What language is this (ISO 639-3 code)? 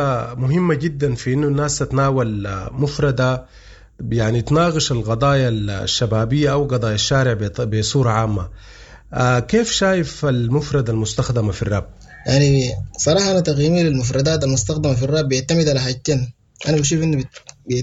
apd